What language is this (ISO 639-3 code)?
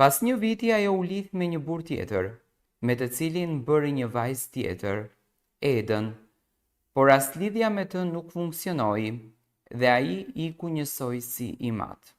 sqi